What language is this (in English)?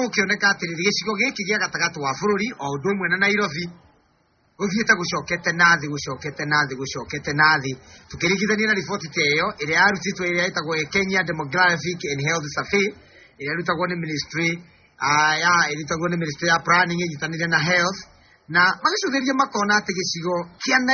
Kikuyu